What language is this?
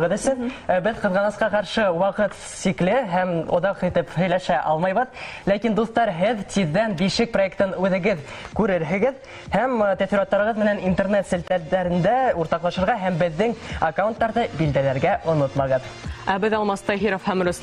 Bashkir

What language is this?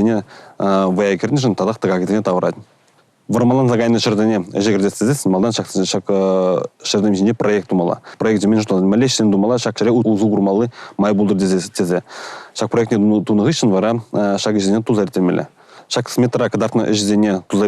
Chuvash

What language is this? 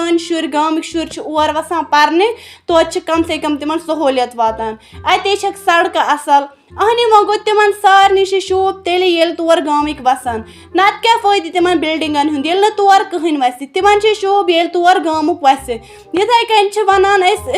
Kashmiri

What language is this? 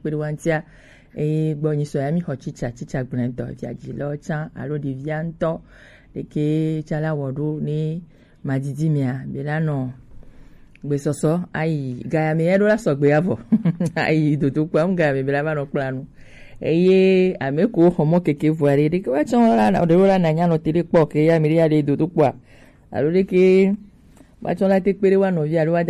Gen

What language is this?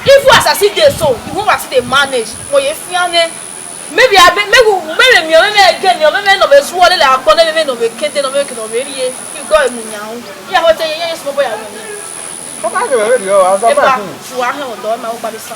Bini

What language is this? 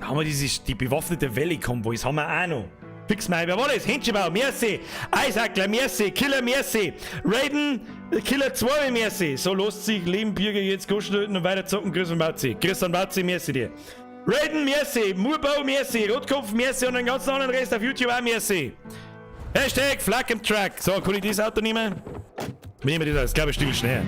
Bavarian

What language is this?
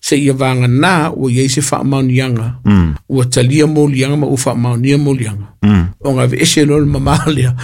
Samoan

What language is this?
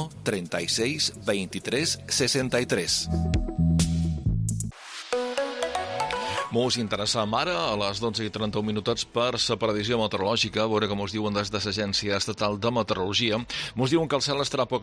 Catalan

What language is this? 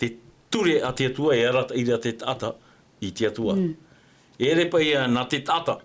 Tahitian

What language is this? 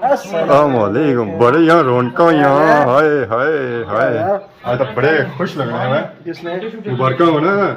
Pahari-Potwari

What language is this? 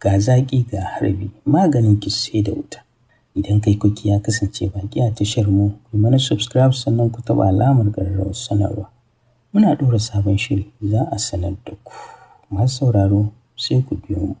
Hausa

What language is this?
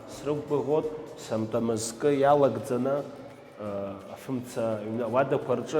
Abkhazian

